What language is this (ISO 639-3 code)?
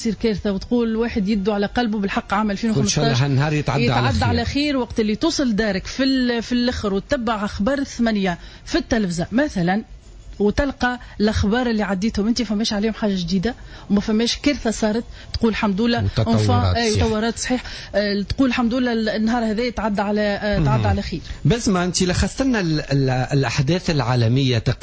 aeb